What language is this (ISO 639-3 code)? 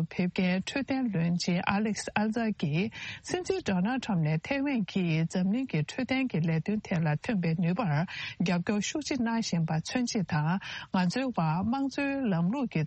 bod